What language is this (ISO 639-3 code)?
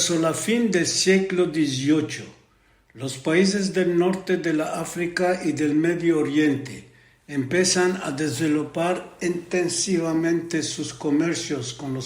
lad